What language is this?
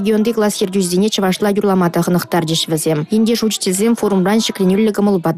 Chuvash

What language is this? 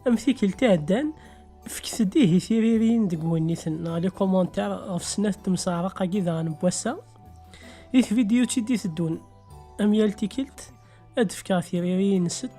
Kabyle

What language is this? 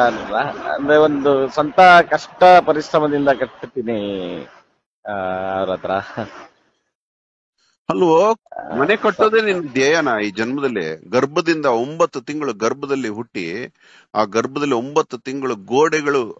Kannada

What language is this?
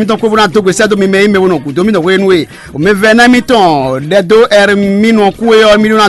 Fon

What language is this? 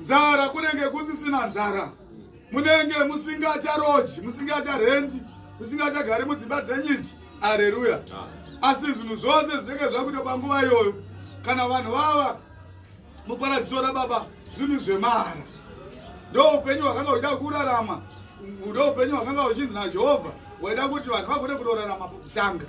Shona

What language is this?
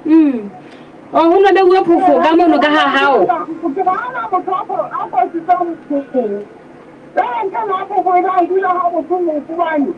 Southern Sotho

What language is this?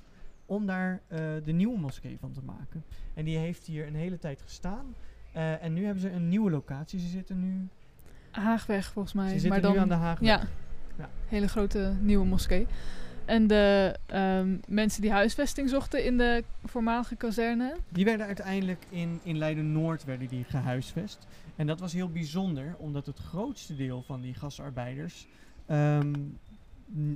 Dutch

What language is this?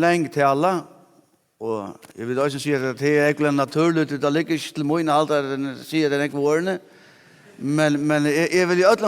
Faroese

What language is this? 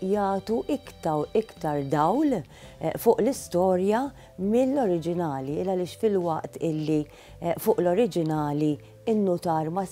Maltese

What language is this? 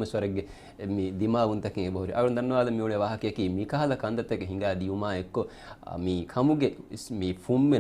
Divehi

